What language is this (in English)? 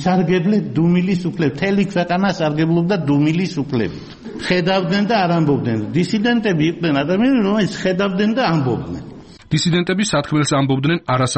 Georgian